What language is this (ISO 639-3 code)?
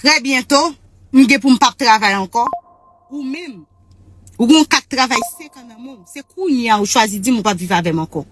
hat